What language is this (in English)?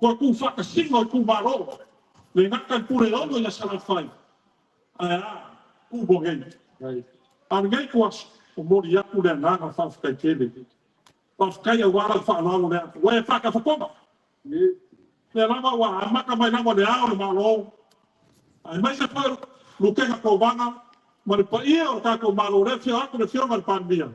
Samoan